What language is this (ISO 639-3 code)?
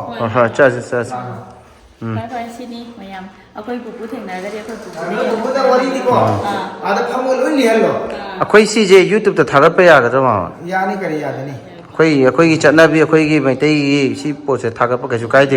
mni